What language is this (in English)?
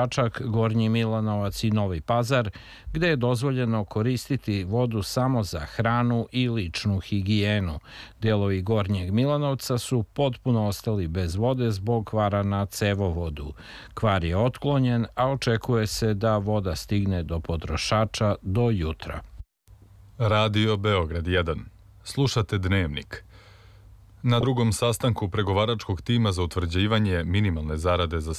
Serbian